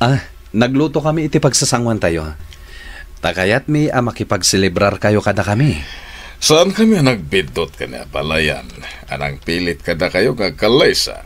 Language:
Iloko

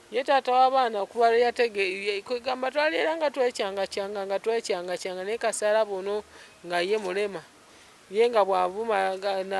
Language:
Ganda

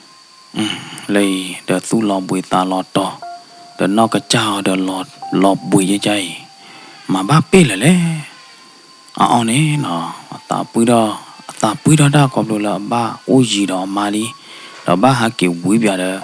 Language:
S'gaw Karen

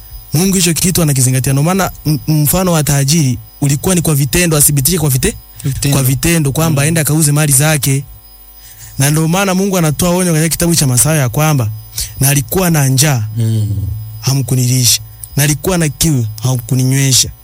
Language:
Swahili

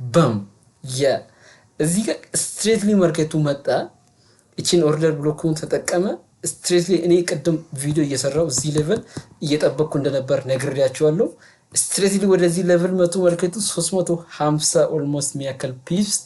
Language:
Amharic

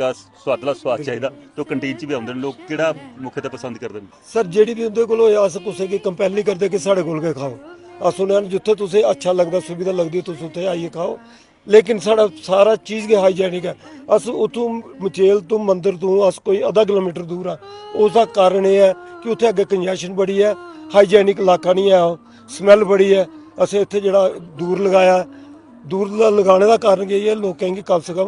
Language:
Dogri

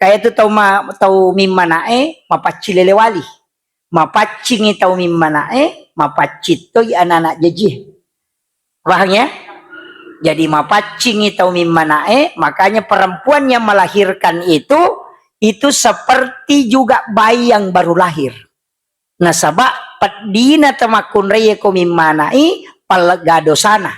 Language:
Buginese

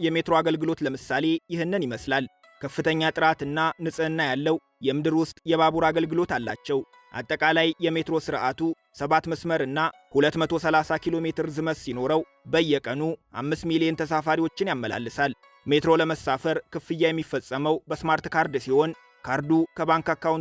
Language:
Amharic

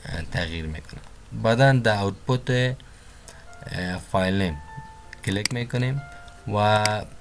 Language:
Persian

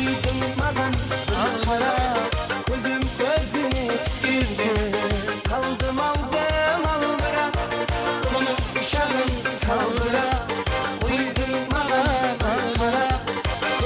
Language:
Kara-Kalpak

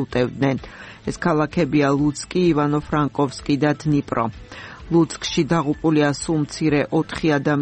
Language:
Georgian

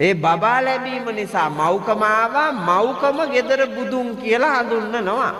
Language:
Sinhala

